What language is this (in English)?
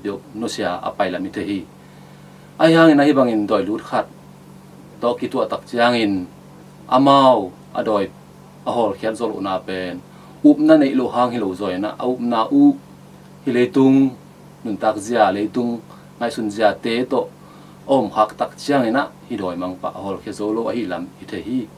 Tedim Chin